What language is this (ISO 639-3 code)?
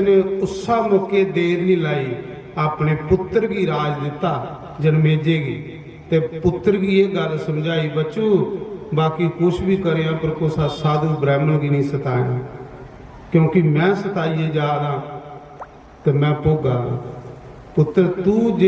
doi